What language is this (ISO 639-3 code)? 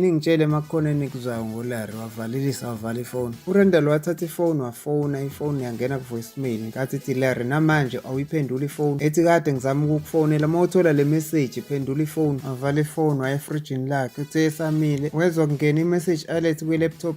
zul